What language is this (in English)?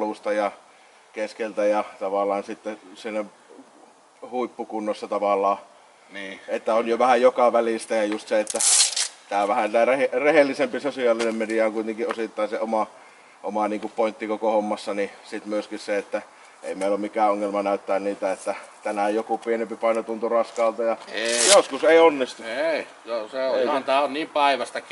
Finnish